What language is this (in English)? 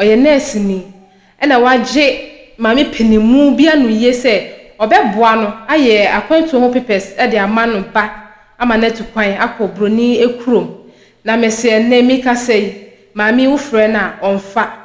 Akan